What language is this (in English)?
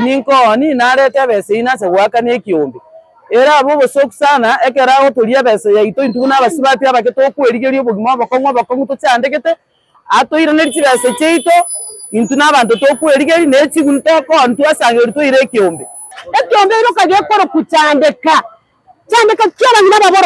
Gusii